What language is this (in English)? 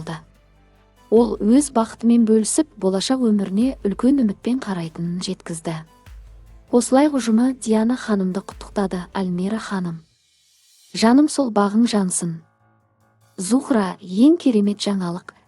Kazakh